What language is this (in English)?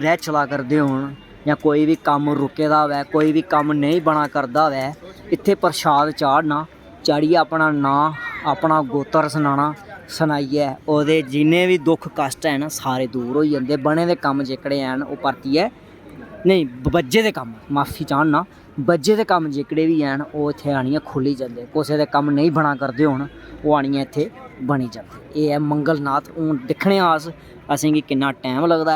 Dogri